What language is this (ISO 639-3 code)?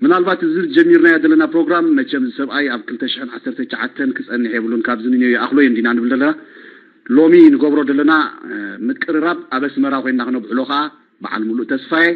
tir